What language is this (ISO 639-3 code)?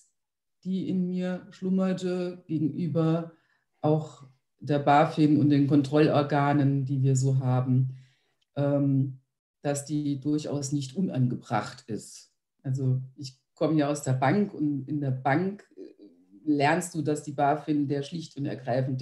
deu